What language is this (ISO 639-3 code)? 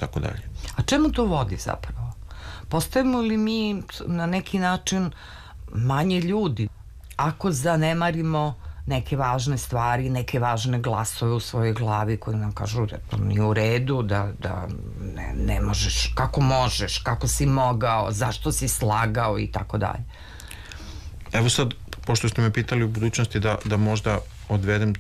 srp